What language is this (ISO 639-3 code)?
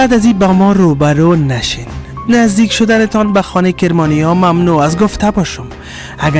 fas